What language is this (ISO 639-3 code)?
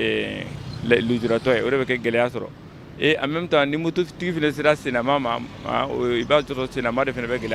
bam